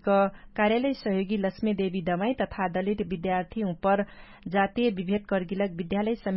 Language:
Dangaura Tharu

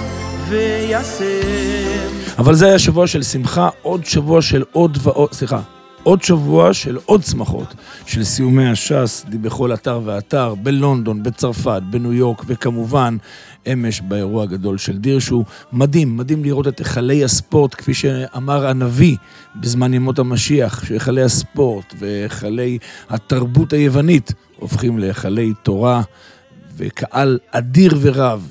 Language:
Hebrew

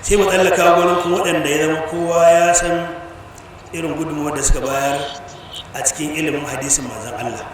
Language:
Hausa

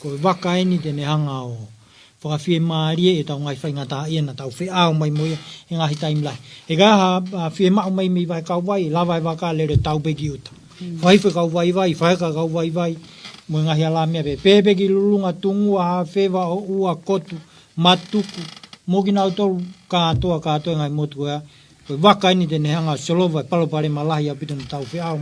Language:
Tongan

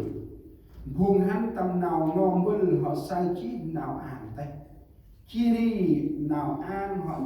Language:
Central Mnong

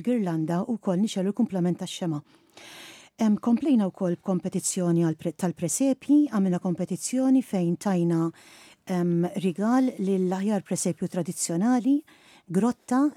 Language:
Maltese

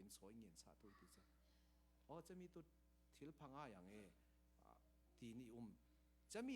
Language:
Falam Chin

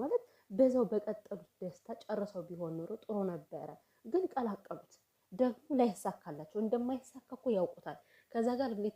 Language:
Amharic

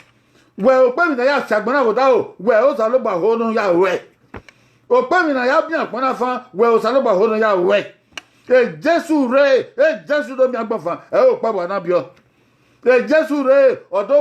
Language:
Bini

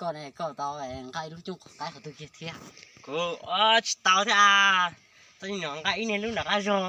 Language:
Hmong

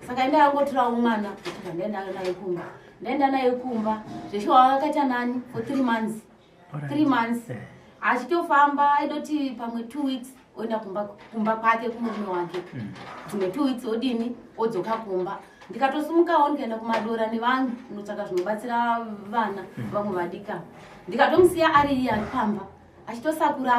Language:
Shona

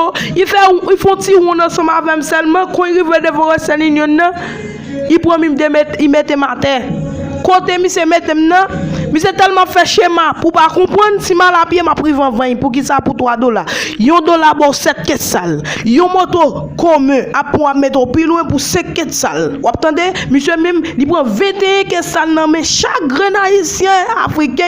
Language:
Haitian Creole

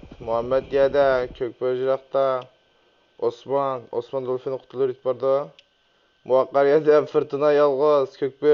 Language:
Uyghur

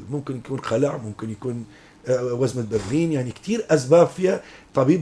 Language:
North Levantine Arabic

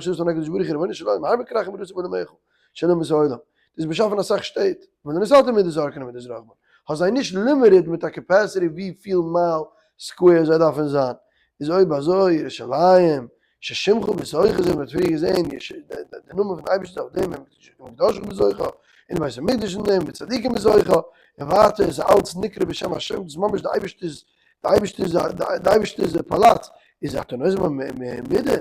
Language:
Yiddish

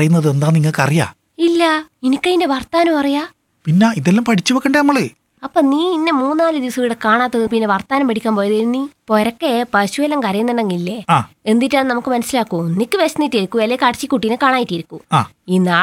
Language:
Malayalam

